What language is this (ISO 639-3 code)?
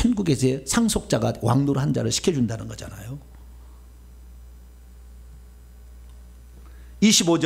kor